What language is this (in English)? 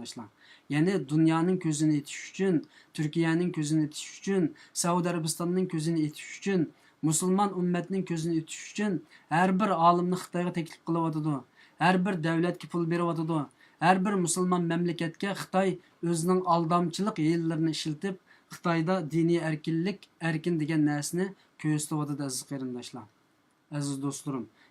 Uyghur